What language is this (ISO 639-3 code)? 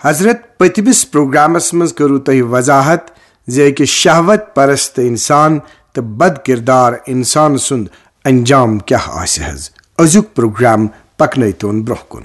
kas